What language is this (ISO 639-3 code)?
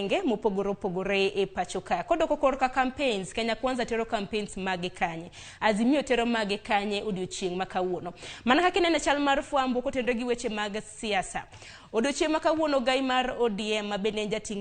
luo